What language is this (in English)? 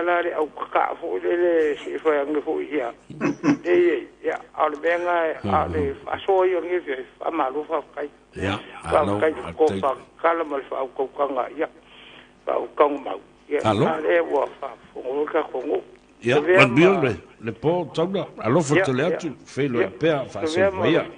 Samoan